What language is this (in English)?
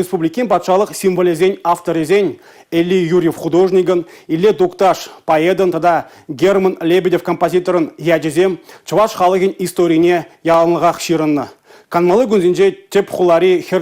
Chuvash